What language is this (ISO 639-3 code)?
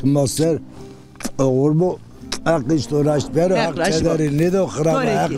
zza